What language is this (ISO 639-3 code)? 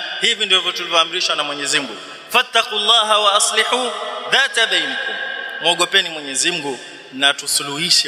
swa